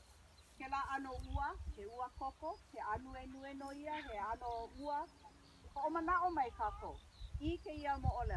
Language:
Hawaiian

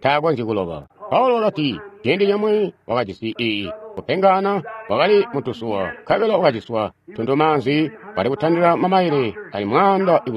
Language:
Tonga (Zambia)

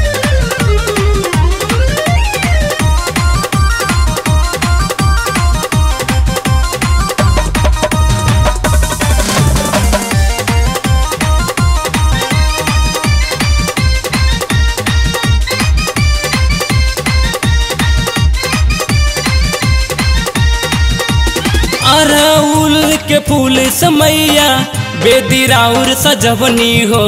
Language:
Bhojpuri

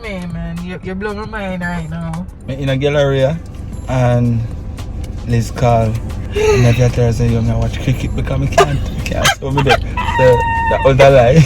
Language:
Jamaican Creole English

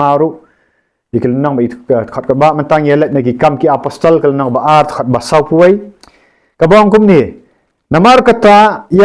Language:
Khasi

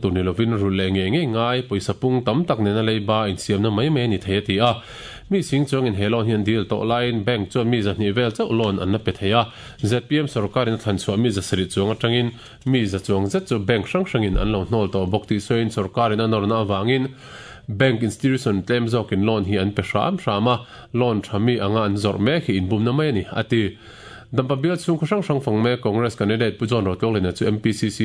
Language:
Mizo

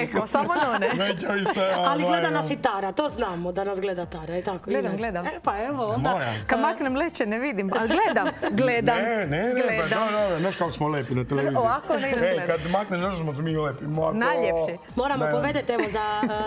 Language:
Croatian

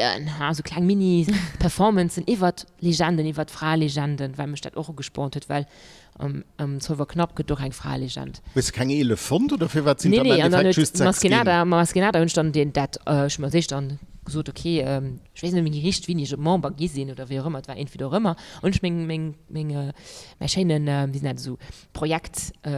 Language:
Luxembourgish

